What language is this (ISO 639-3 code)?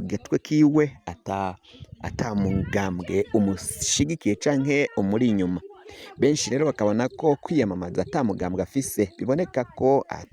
run